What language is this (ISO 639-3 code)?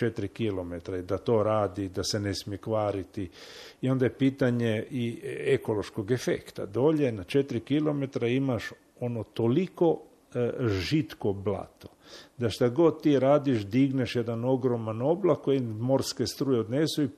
hrv